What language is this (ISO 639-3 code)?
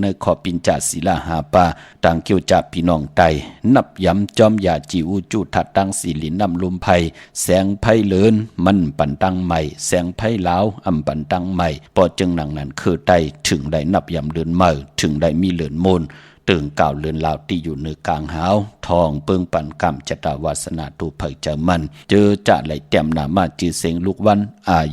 shn